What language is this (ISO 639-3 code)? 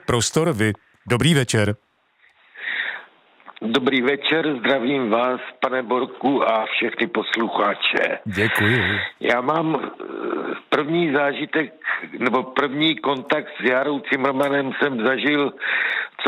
ces